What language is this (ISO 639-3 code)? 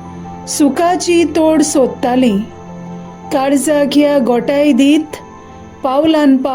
kok